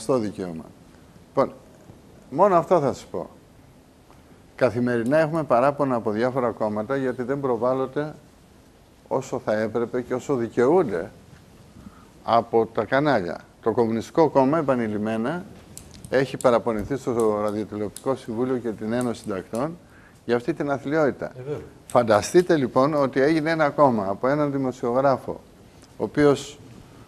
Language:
Greek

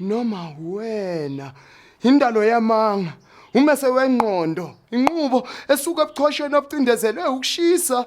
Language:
Zulu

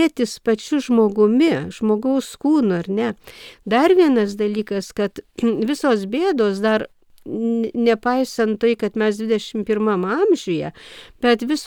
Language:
Lithuanian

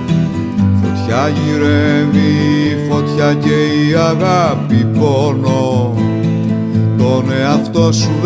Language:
Greek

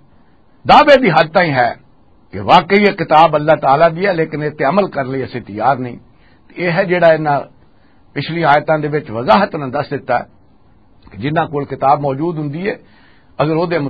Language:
Western Panjabi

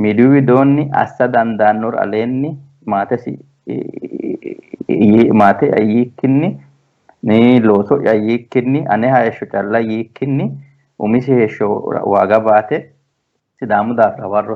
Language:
Sidamo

